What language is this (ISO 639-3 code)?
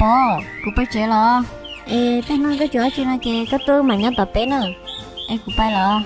hmn